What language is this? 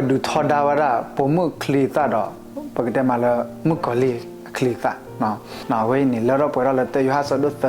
S'gaw Karen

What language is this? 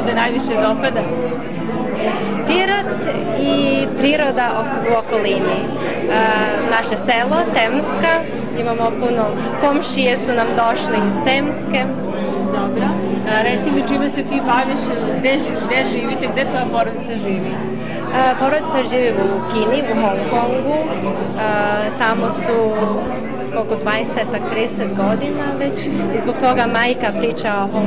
Serbian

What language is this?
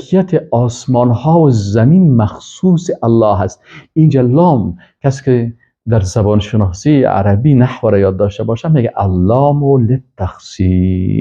Persian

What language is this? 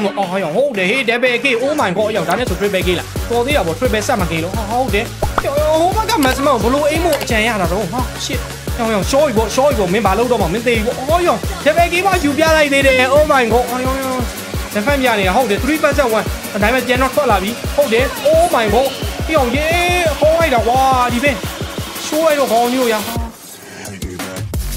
Burmese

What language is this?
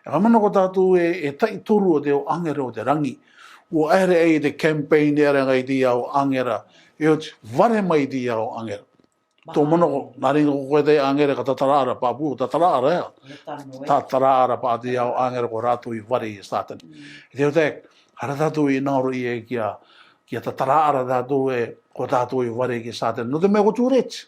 Rarotongan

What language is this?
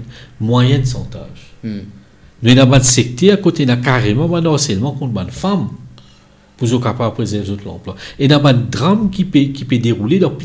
Morisyen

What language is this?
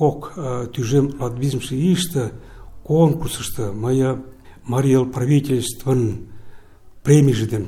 Mari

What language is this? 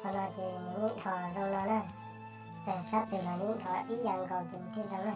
Hmong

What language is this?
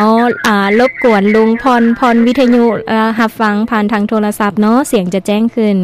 Lao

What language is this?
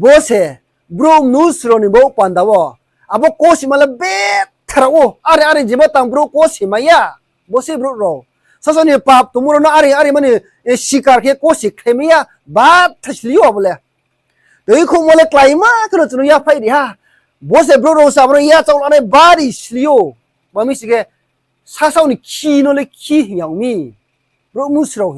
Riang (India)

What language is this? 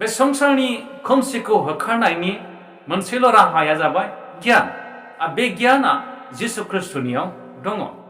Bodo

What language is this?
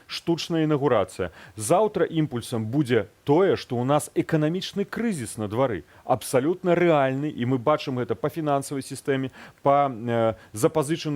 Belarusian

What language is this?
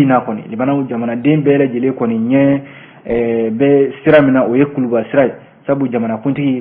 Bambara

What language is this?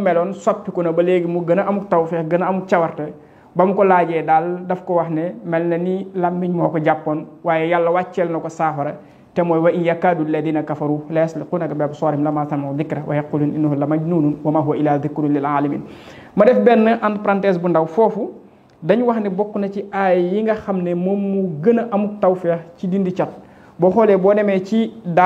Wolof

